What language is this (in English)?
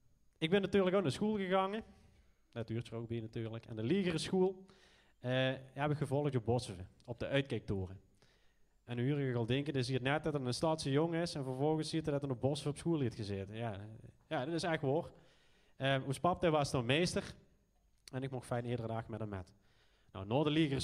Limburgish